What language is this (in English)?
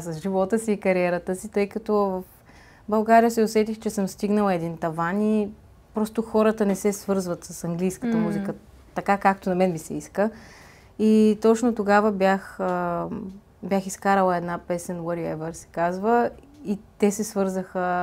Bulgarian